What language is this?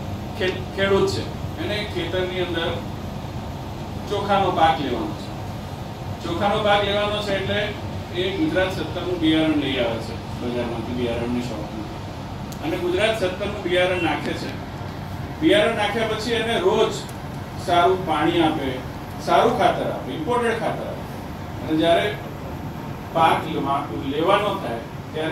Gujarati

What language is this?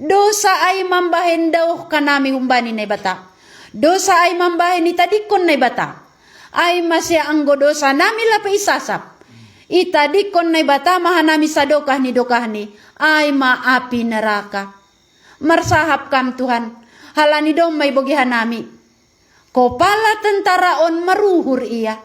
Batak Simalungun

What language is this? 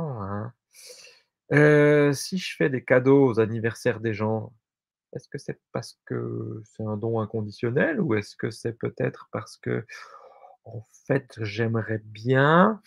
French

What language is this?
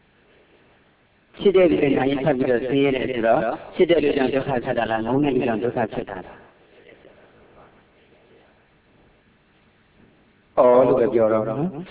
Burmese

